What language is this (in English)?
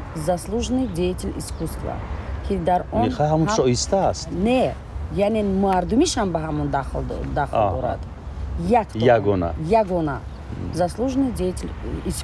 Tajik